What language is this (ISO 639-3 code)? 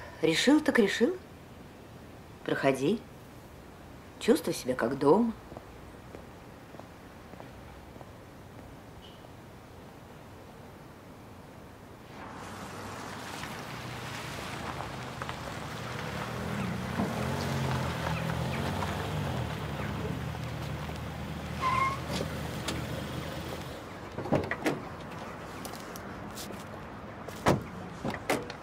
rus